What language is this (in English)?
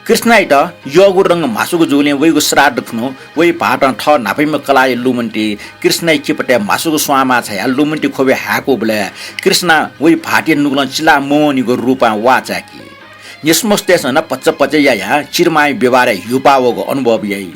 Newari